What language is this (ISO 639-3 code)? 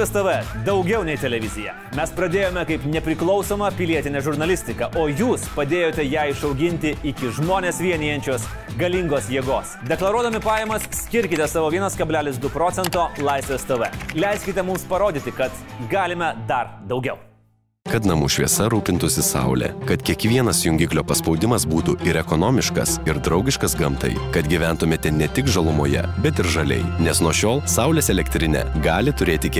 lit